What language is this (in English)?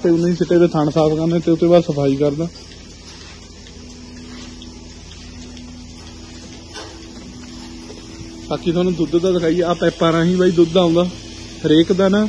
Punjabi